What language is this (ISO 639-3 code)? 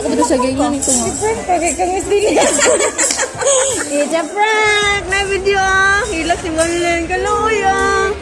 ceb